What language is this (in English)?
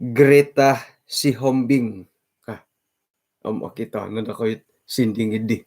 Central Dusun